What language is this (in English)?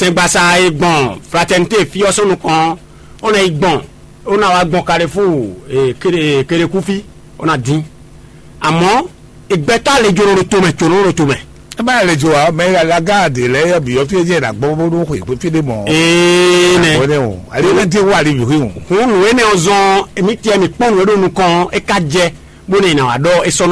Fon